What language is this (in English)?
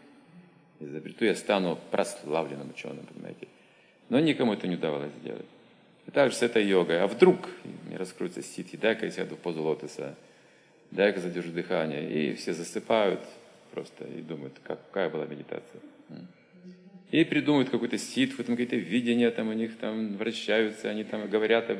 Russian